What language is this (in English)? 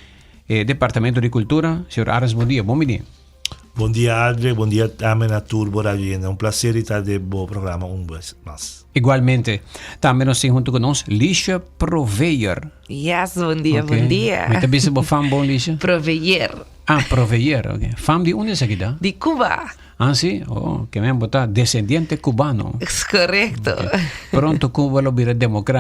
Papiamento